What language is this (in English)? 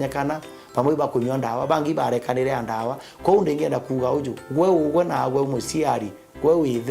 Meru